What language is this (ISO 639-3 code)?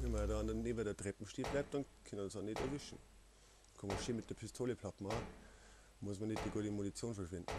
bar